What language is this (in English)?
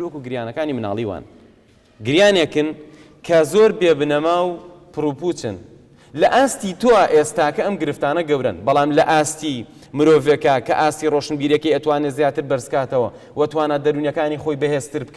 Central Kurdish